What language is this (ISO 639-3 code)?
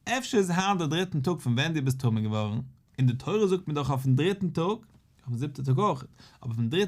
yid